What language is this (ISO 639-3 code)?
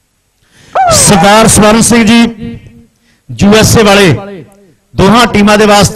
pan